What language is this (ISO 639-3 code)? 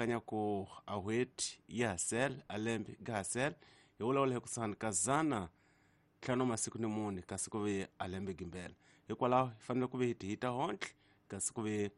tso